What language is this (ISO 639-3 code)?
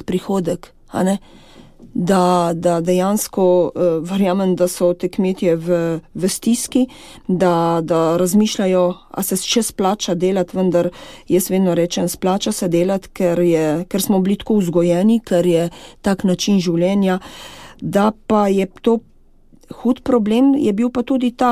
slv